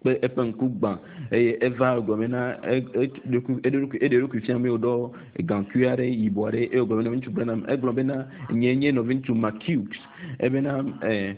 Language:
Ewe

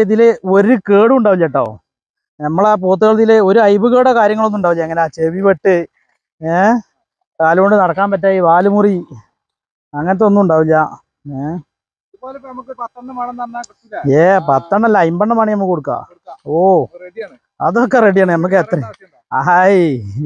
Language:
Malayalam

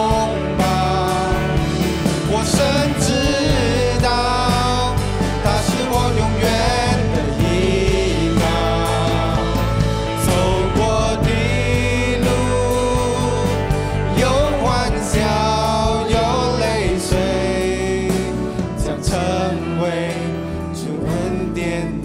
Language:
Chinese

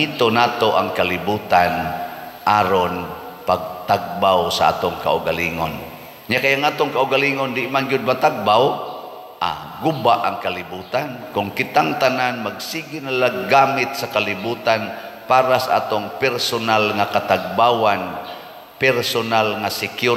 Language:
Cebuano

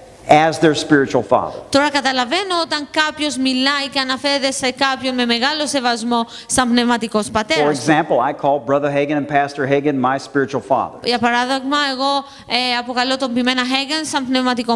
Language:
Greek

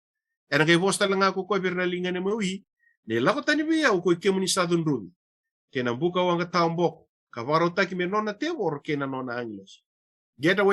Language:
Fijian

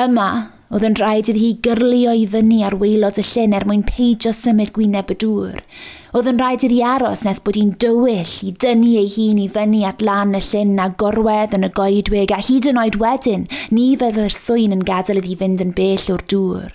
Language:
Welsh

